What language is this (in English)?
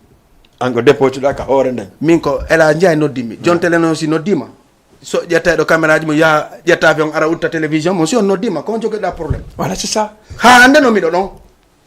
Fula